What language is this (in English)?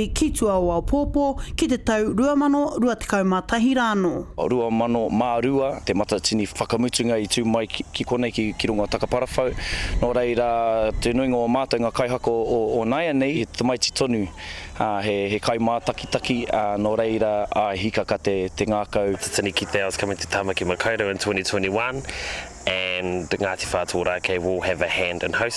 Māori